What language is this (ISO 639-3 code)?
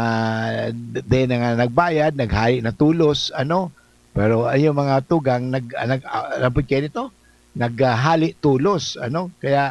bik